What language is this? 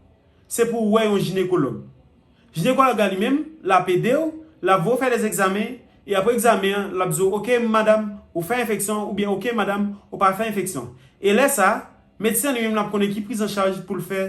Haitian Creole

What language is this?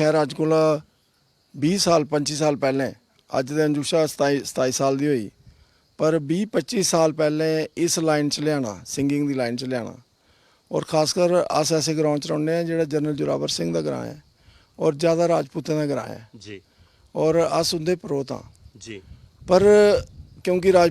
Dogri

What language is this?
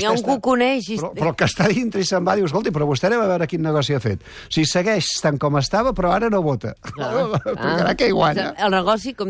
Catalan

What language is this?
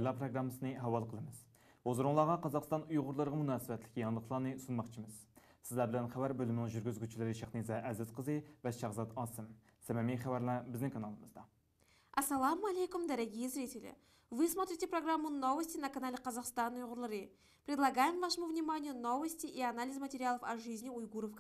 Uyghur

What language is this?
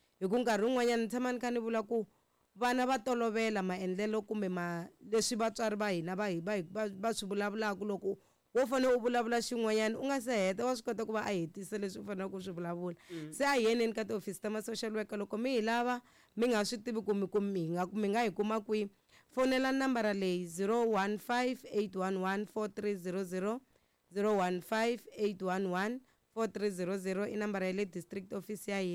Tsonga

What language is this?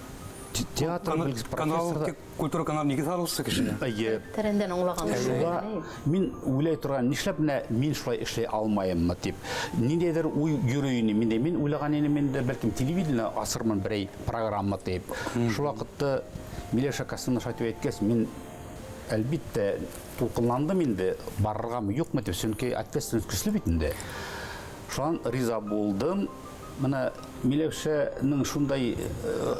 Bashkir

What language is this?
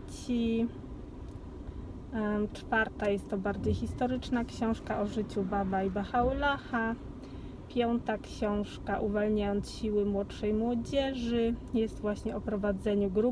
Polish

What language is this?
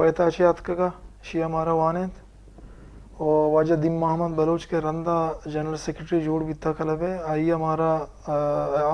Baluchi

